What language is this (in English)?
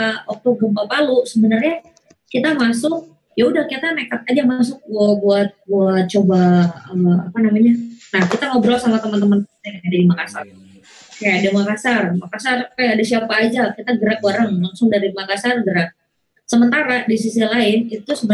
Indonesian